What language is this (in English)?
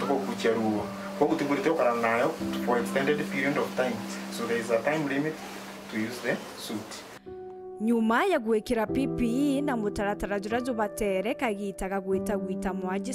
Meru